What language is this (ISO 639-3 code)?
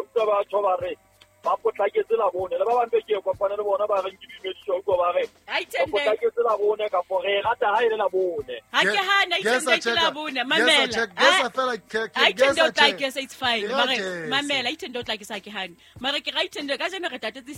sot